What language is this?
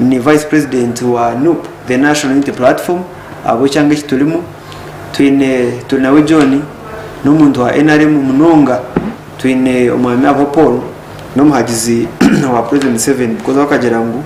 Nyankole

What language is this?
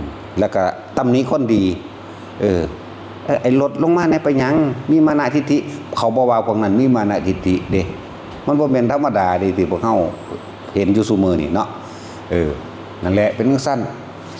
Northeastern Thai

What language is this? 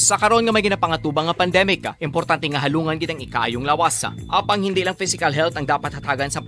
Hiligaynon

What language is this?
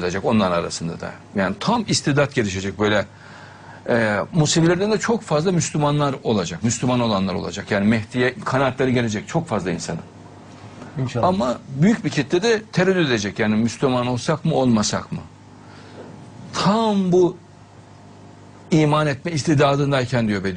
Turkish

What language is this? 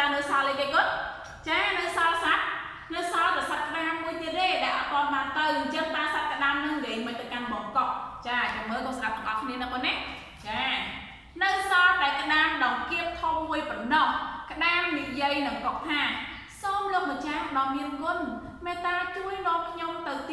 Khmer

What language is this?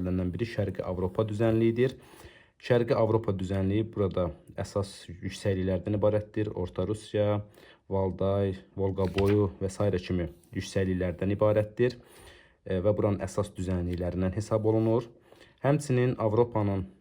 Azerbaijani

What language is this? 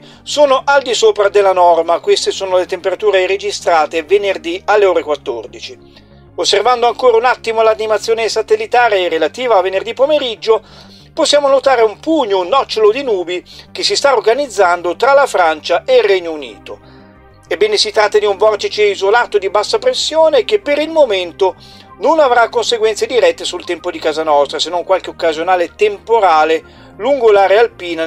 Italian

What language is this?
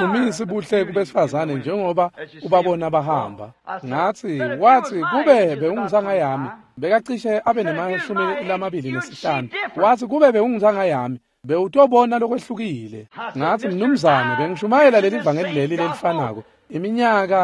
Swati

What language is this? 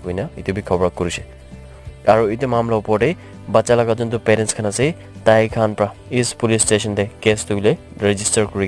Naga Pidgin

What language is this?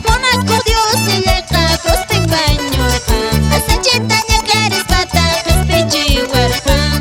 Quechua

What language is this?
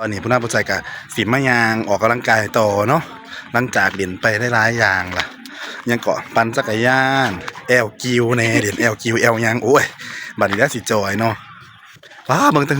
Northeastern Thai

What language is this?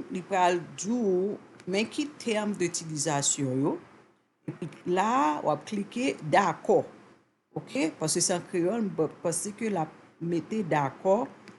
Haitian Creole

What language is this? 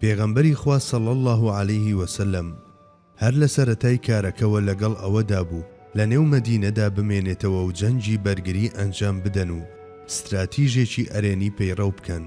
Central Kurdish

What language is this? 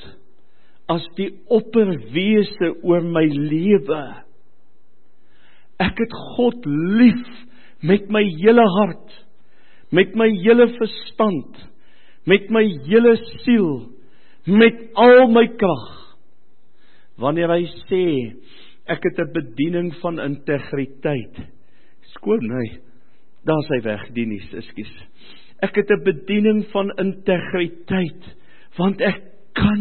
Afrikaans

